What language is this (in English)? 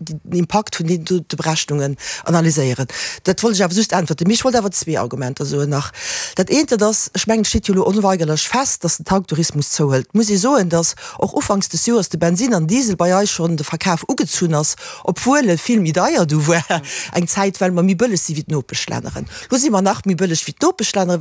Luxembourgish